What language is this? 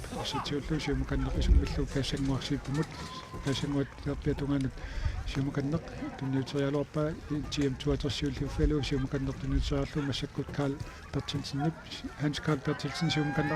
Kalaallisut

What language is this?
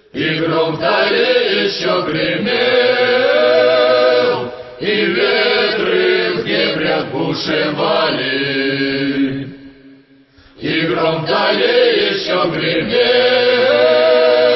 Russian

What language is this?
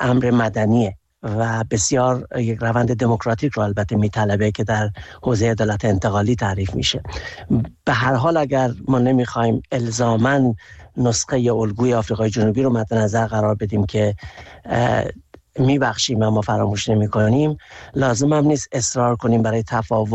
Persian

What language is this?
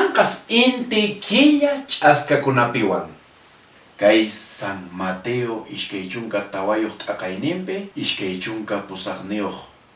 Quechua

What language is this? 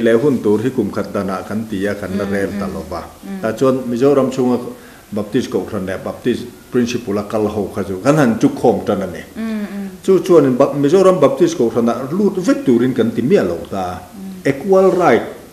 Mizo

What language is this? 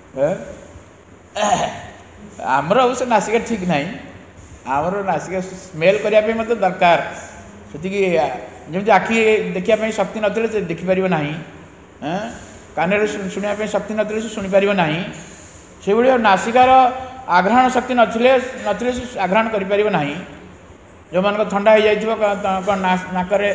Odia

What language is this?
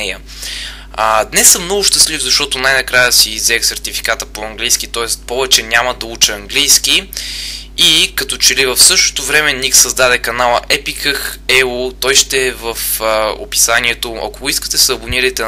Bulgarian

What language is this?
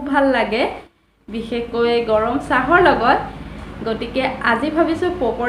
Assamese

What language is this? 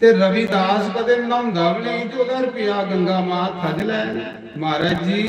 Dogri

